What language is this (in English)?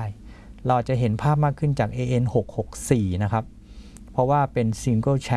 Thai